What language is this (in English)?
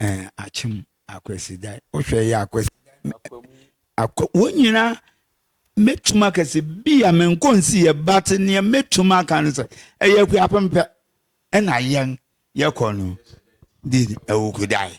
Akan